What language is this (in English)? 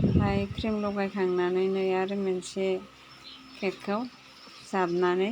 Bodo